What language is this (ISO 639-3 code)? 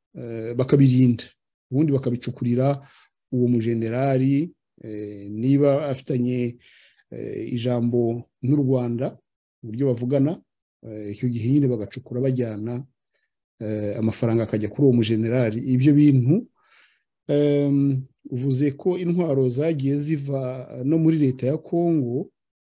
kin